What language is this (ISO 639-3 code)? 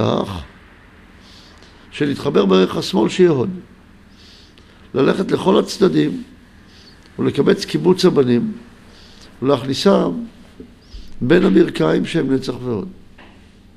heb